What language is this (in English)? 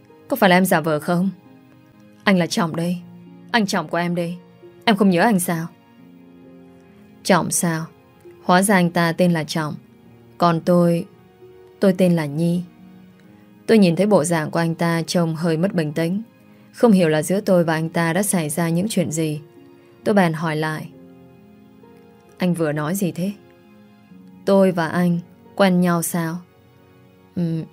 Vietnamese